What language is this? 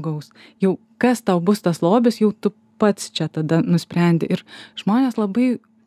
Lithuanian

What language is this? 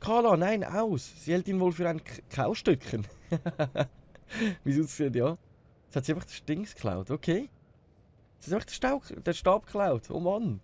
Swiss German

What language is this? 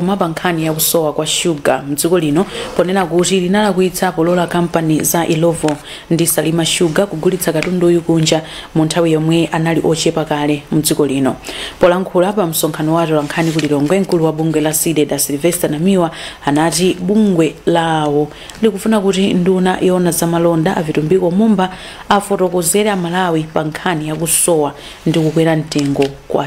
Nyanja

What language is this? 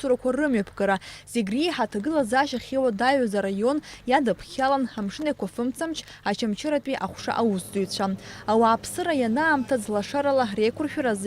Abkhazian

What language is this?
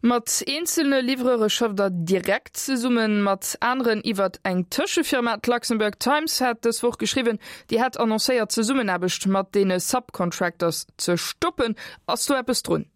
Luxembourgish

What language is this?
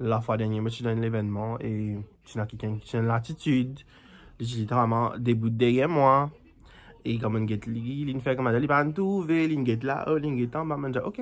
Morisyen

